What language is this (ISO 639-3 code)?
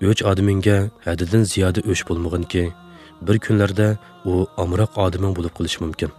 uig